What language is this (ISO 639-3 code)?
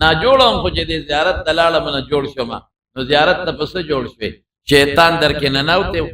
pus